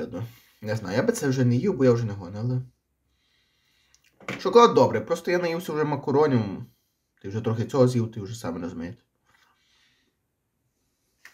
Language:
Ukrainian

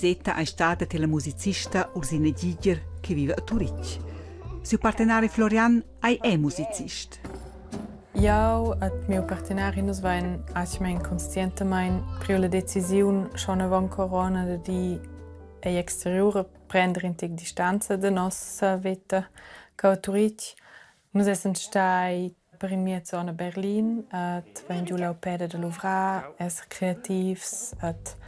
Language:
Romansh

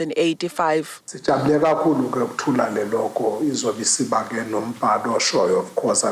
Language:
Zulu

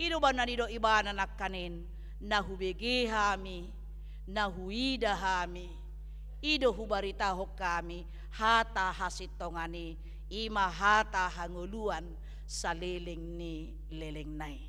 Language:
Batak Toba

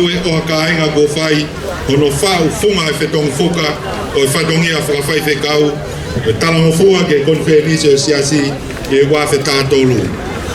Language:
Tongan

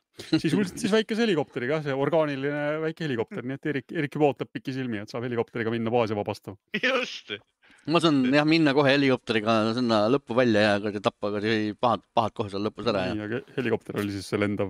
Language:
Estonian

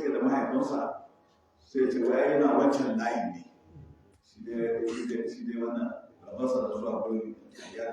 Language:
Hausa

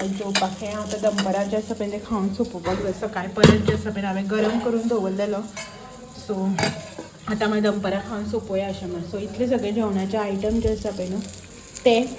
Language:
Konkani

